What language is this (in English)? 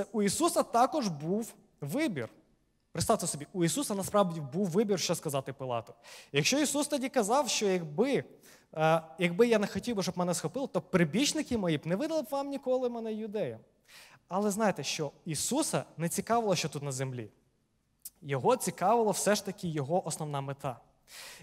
Ukrainian